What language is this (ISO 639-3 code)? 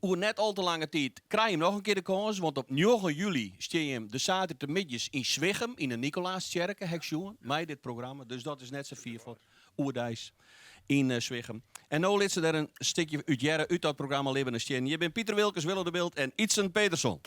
fry